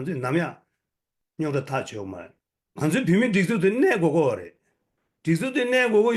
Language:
Tibetan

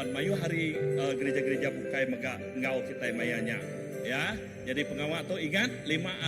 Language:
Iban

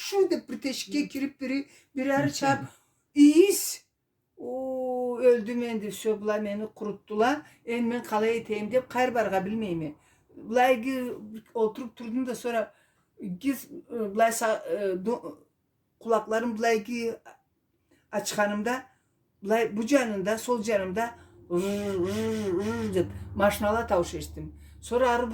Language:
Karachay-Balkar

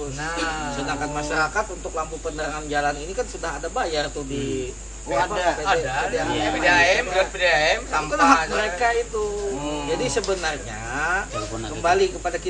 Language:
Banjar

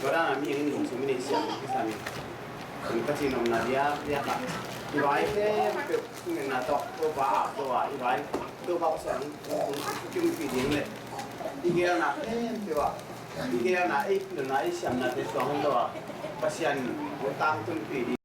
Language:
Tedim Chin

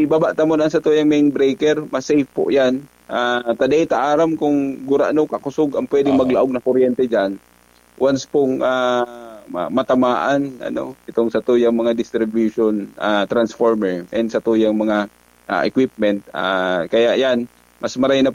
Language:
Bikol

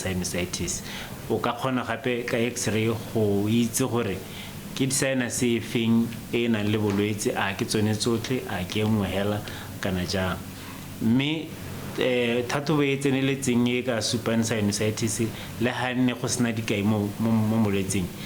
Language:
Tswana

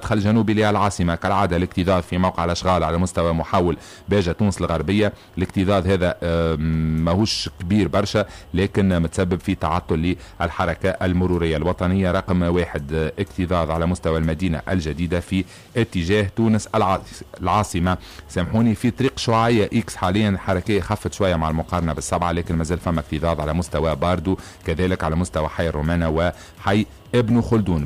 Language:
Tunisian Arabic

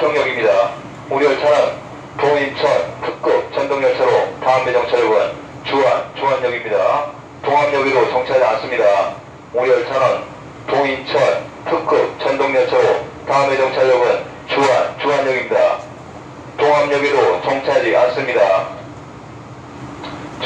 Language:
Korean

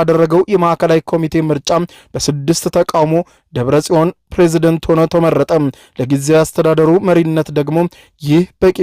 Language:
Amharic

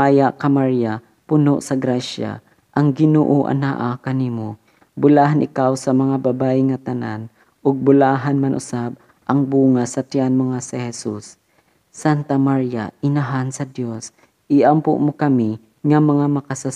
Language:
Cebuano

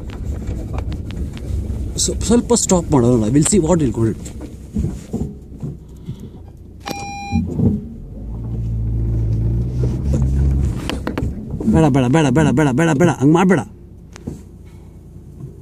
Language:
Kannada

